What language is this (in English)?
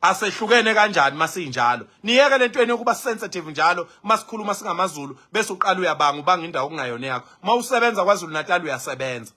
Zulu